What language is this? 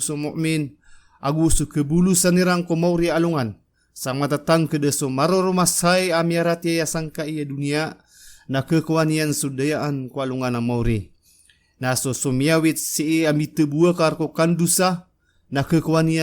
Maranao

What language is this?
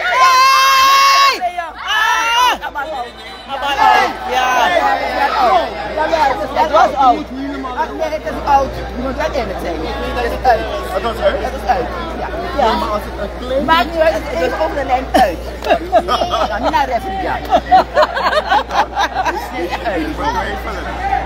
Dutch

